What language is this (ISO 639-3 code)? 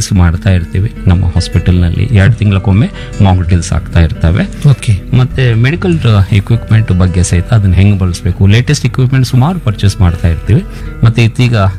kan